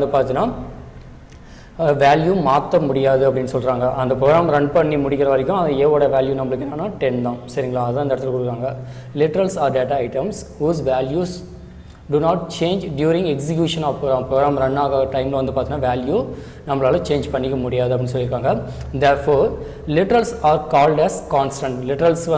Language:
Tamil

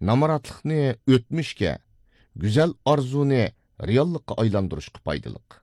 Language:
Uyghur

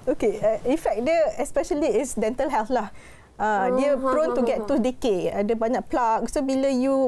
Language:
Malay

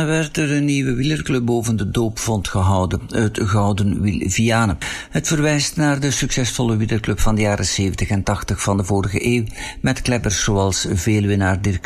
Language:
Dutch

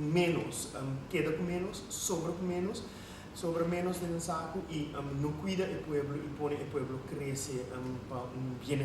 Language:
Papiamento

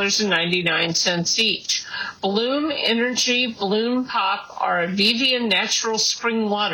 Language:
English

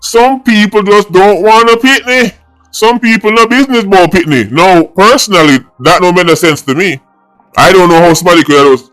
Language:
Jamaican Creole English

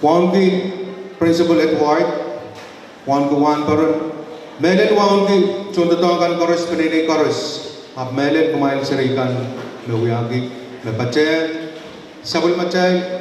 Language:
Pohnpeian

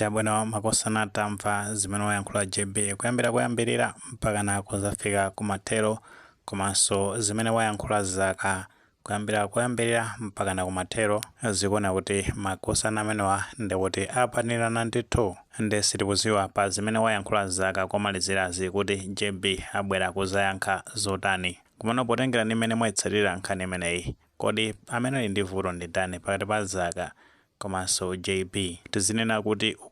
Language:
Nyanja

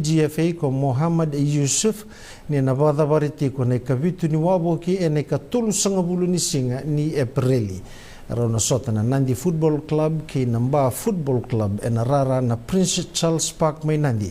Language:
Fijian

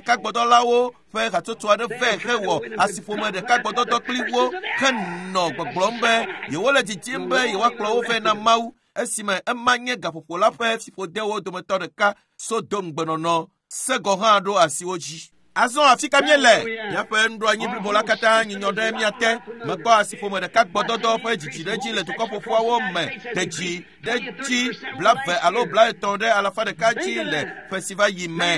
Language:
Ewe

